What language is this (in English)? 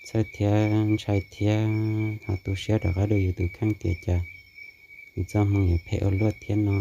Hmong